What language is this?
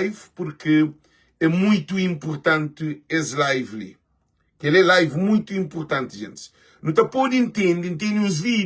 Kabuverdianu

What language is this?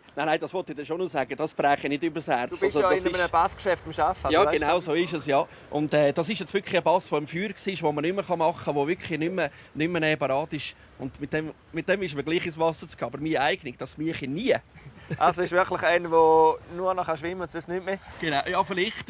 Swiss German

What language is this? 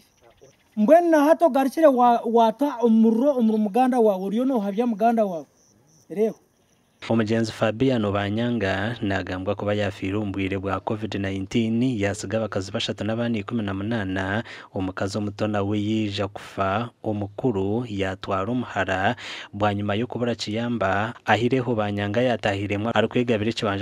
Nyankole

